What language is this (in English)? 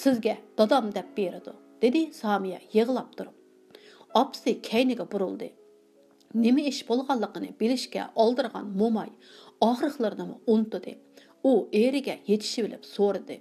Uyghur